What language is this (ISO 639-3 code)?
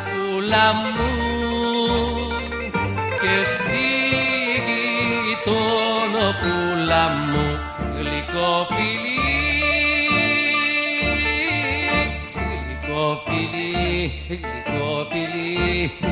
ell